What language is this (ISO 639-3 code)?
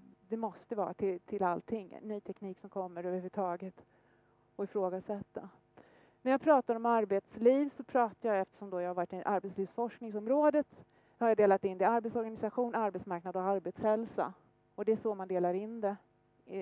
swe